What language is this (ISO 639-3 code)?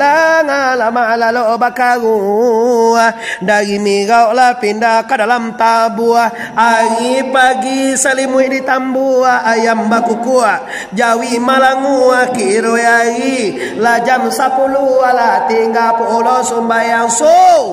min